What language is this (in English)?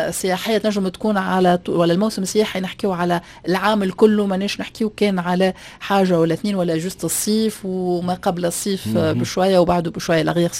Tunisian Arabic